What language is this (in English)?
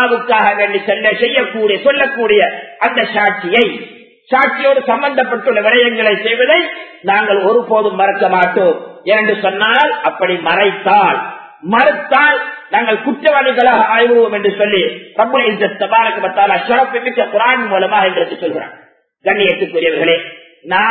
Tamil